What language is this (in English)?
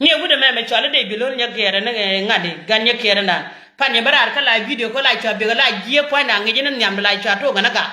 Nuer